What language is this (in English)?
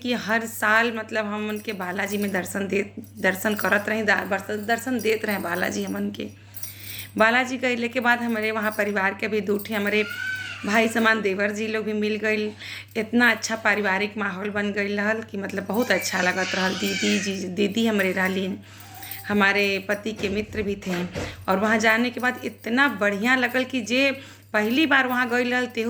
Bhojpuri